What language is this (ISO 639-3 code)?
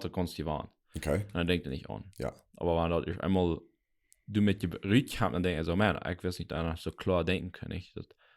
pdt